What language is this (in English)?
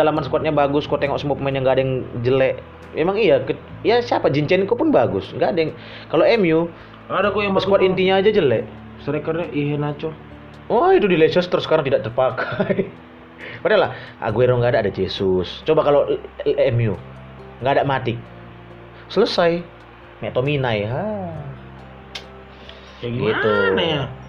Indonesian